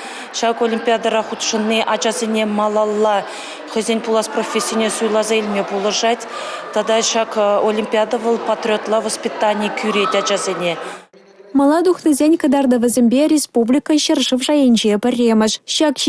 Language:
Chuvash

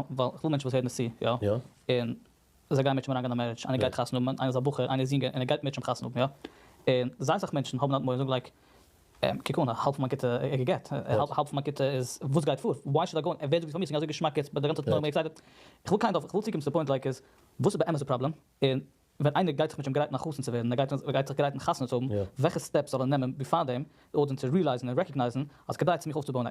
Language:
Yiddish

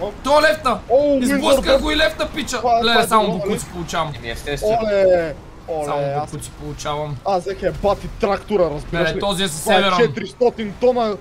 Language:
Bulgarian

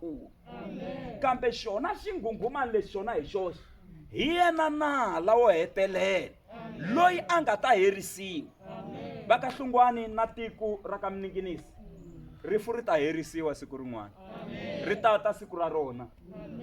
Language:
Tsonga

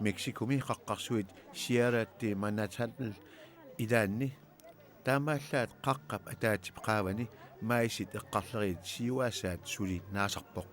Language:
Kalaallisut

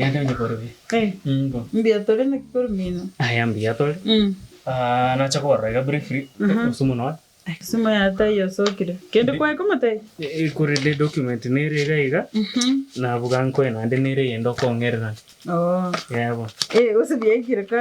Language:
Gusii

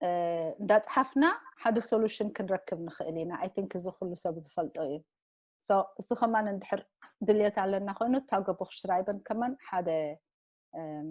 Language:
Tigrinya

